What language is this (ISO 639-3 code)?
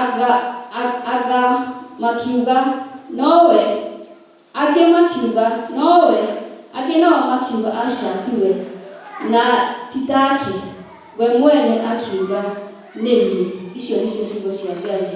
kik